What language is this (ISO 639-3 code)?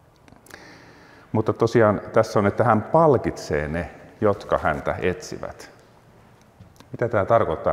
fin